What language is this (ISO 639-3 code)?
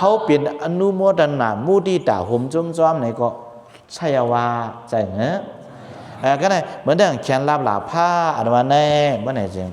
shn